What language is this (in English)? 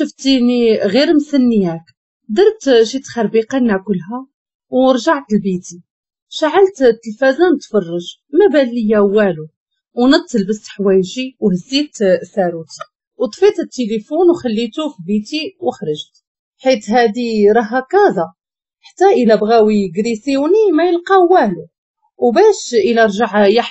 Moroccan Arabic